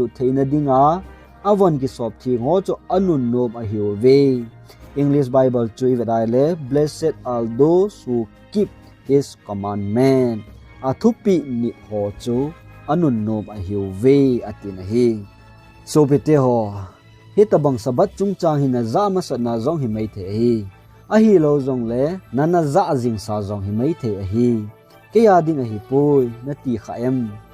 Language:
Thado Chin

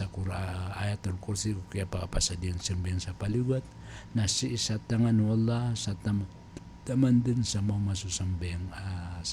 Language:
Maranao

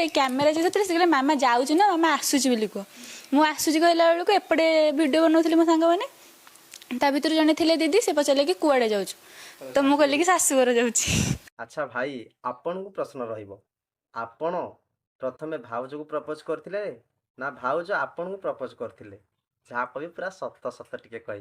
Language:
Odia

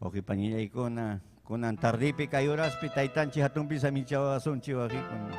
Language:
Ayacucho Quechua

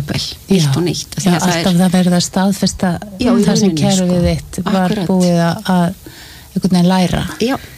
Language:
Icelandic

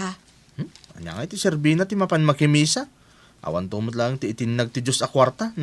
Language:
Iloko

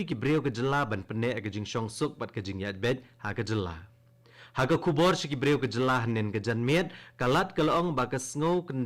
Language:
Khasi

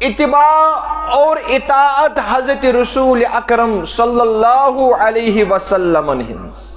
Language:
Kashmiri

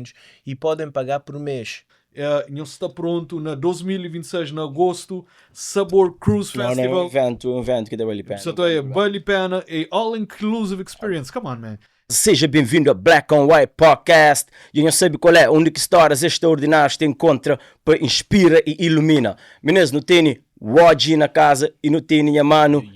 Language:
Kabuverdianu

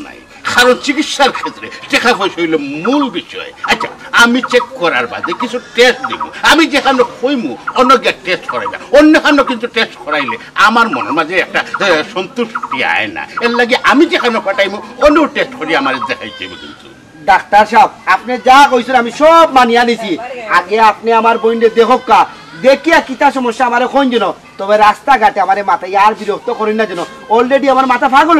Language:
Sylheti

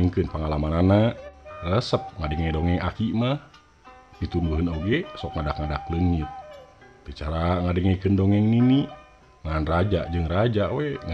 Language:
Sundanese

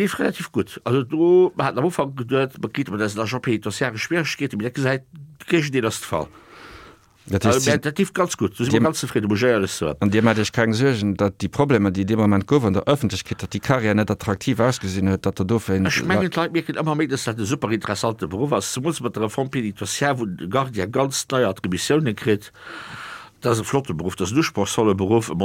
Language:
Luxembourgish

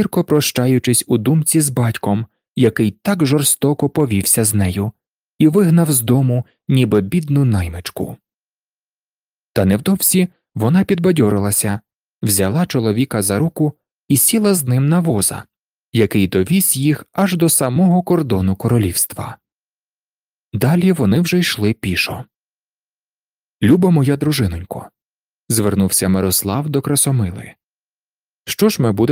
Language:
Ukrainian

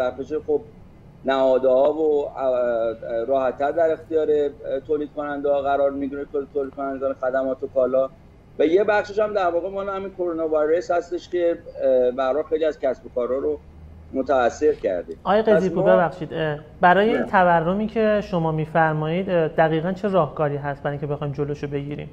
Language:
Persian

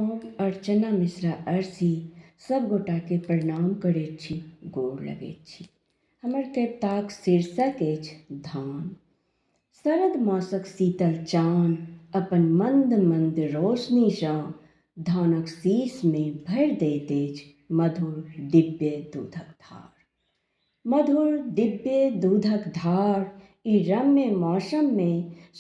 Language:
Maithili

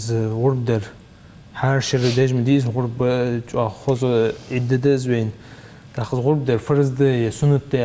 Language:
Ingush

